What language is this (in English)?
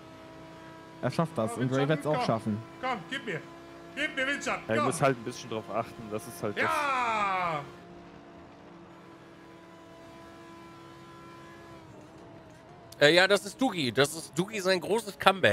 German